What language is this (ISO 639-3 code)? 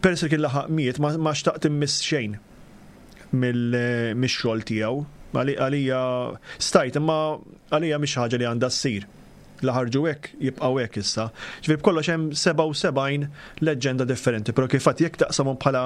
mlt